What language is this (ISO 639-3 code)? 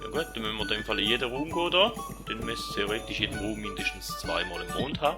gsw